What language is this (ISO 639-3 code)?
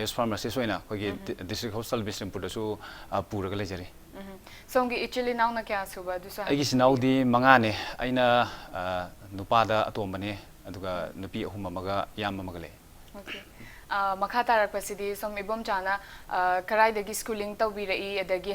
mni